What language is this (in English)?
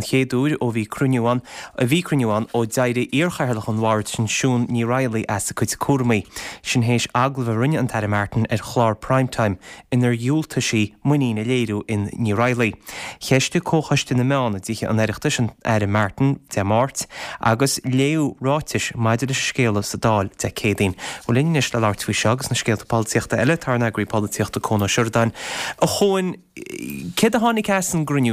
Irish